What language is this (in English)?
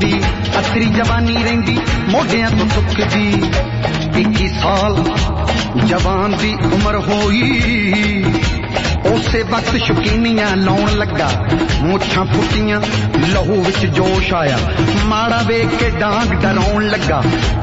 Punjabi